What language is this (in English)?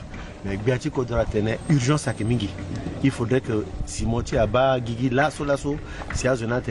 Sango